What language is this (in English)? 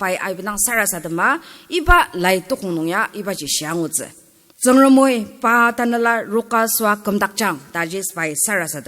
Ao Naga